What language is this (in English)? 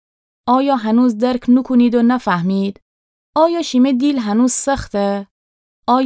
Gilaki